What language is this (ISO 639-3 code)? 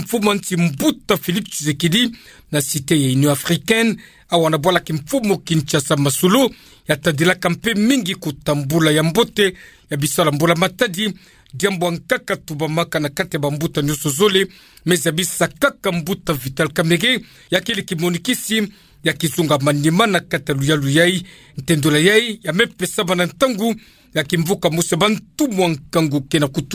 ktu